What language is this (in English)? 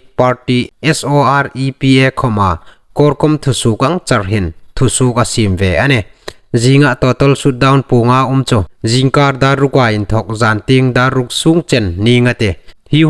Hmar